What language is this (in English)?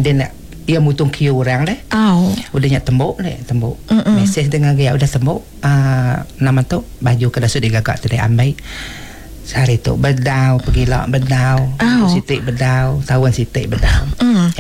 Iban